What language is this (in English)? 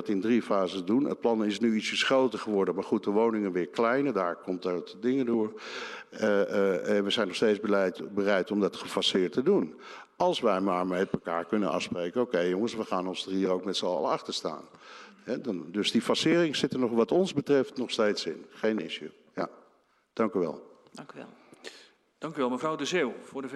Dutch